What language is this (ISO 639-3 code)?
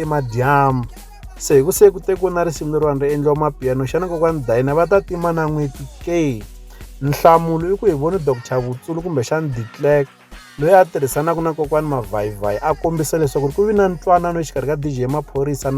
tso